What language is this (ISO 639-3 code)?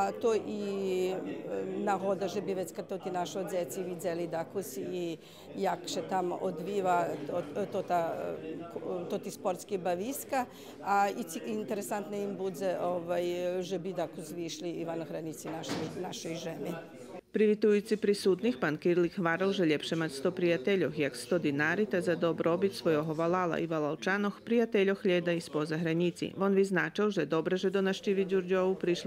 rue